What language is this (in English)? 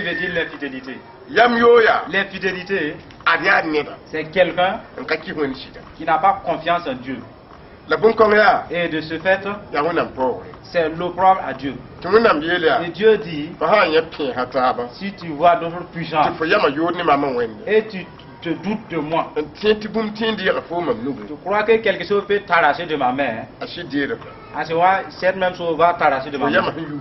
Mossi